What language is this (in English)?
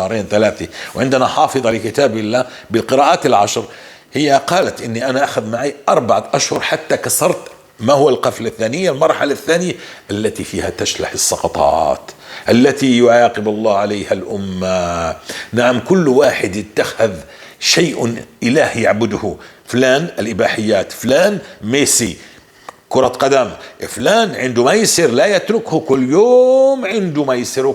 North Levantine Arabic